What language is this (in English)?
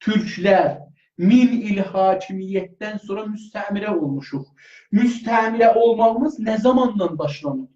South Azerbaijani